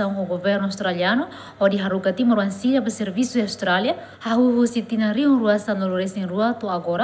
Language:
Tetum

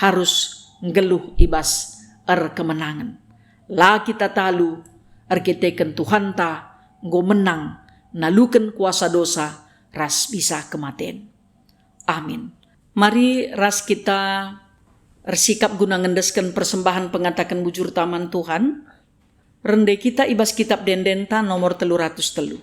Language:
Batak Karo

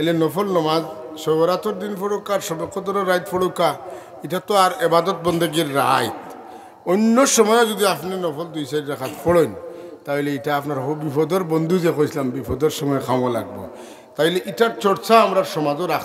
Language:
Sylheti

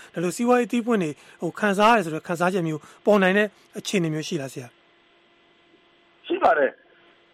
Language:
Burmese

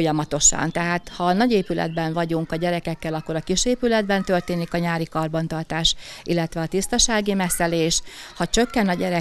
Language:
Hungarian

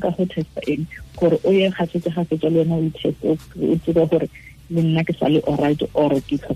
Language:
Tswana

